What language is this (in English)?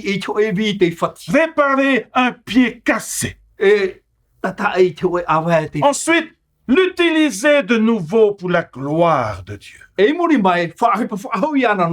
Tahitian